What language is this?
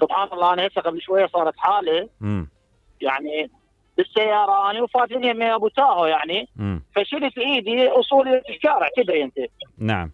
Mesopotamian Arabic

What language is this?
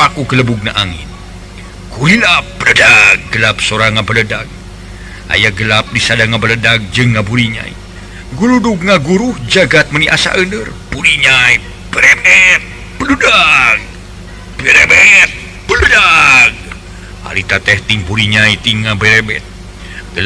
Sundanese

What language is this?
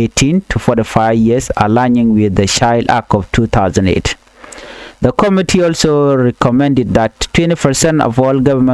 Nuer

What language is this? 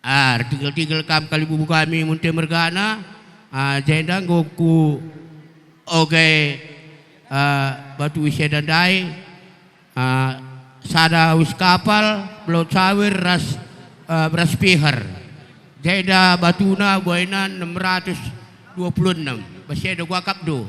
Batak Karo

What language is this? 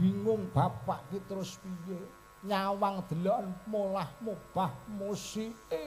Javanese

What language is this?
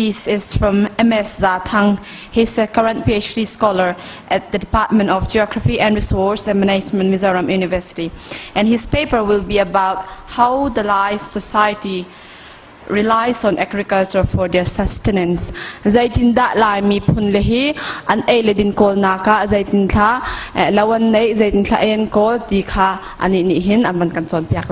Hakha Chin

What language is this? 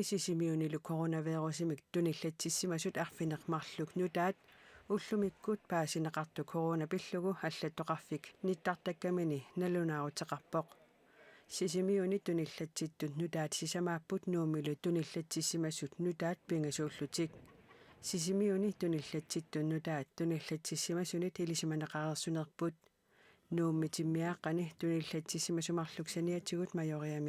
Kalaallisut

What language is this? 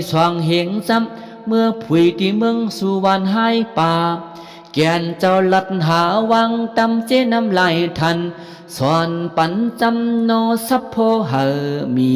Shan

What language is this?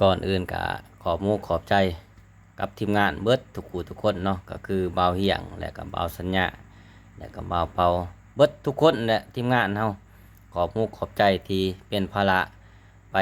Lao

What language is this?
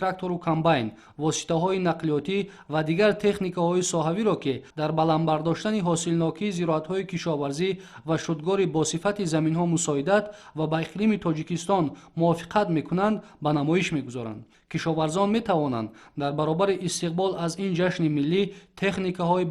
Tajik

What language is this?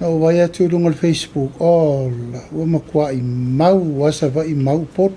Samoan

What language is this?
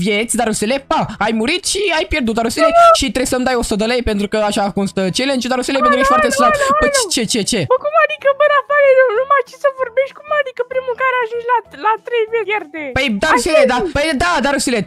Romanian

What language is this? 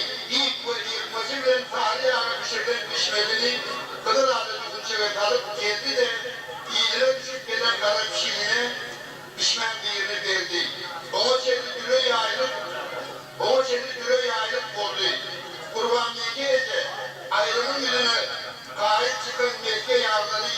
Turkmen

